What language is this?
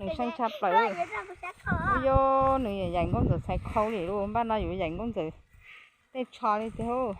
Hmong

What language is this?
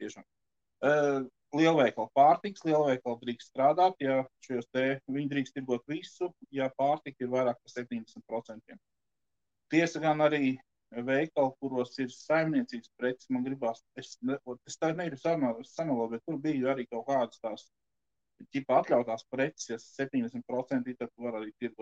Latvian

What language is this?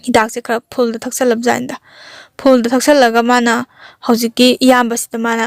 Manipuri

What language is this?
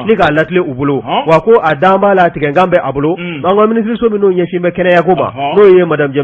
Bambara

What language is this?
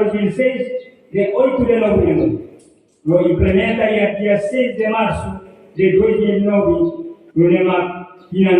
Tetum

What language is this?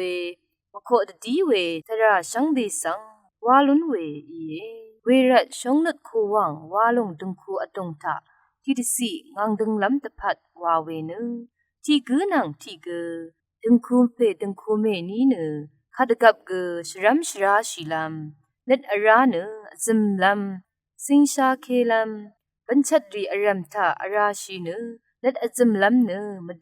Rawang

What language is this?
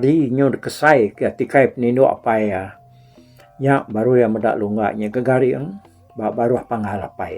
Iban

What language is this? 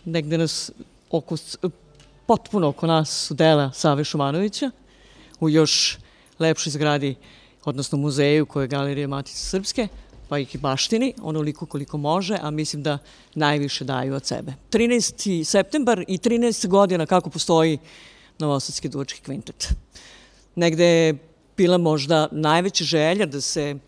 Serbian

